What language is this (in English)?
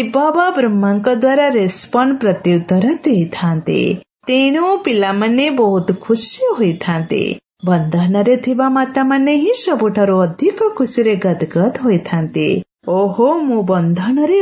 Odia